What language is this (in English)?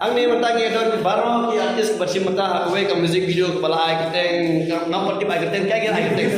Khasi